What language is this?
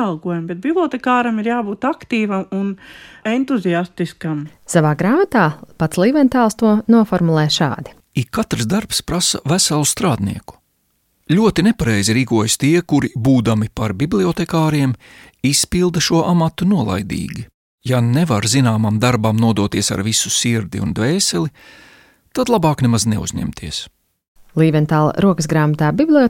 Latvian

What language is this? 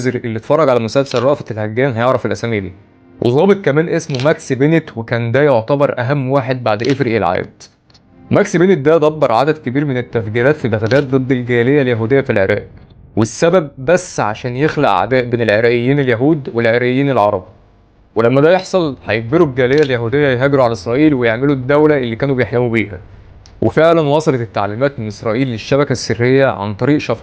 Egyptian Arabic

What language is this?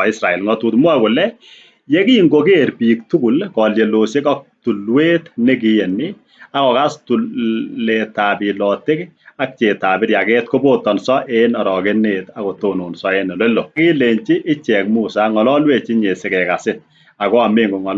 Kalenjin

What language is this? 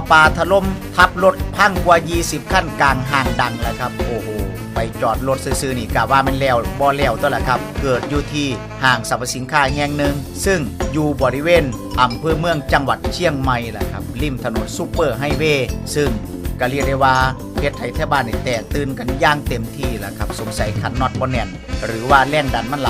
Northeastern Thai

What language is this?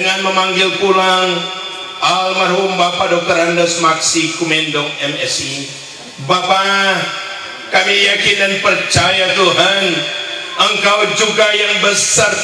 Indonesian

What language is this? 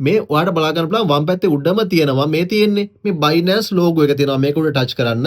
Sinhala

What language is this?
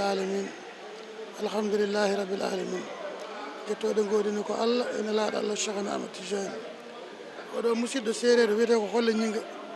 Fula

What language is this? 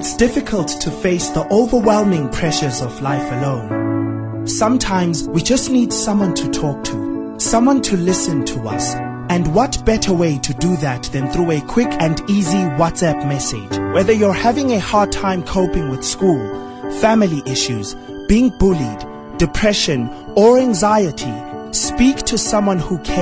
English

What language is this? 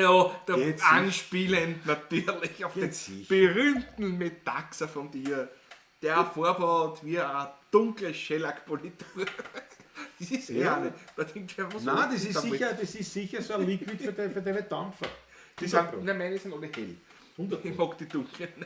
Bavarian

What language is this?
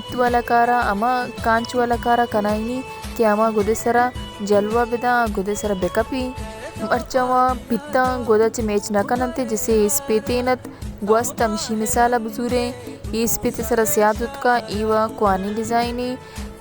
Baluchi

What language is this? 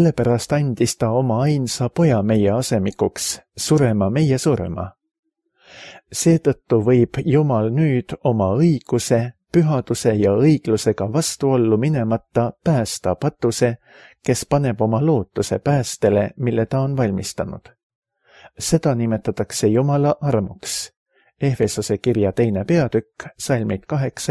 Estonian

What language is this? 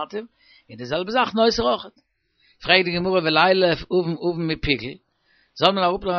Yiddish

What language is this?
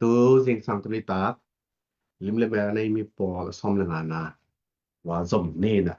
Tedim Chin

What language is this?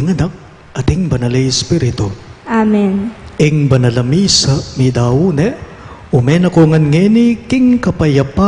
Pampanga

